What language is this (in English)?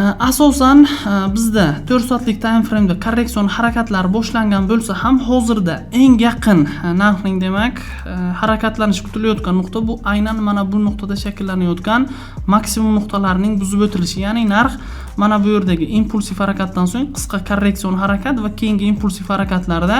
Uzbek